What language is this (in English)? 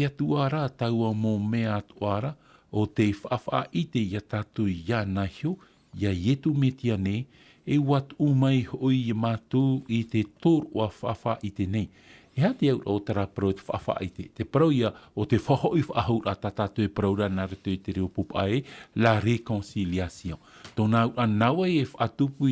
Tahitian